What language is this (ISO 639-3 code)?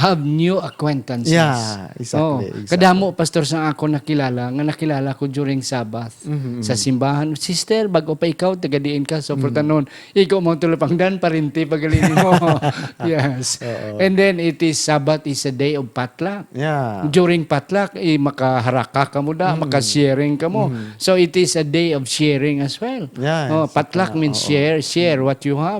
hil